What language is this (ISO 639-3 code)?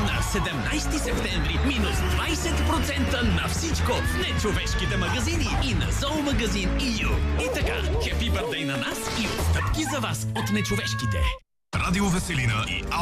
bul